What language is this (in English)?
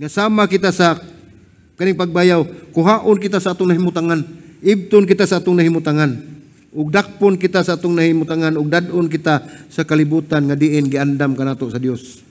Cebuano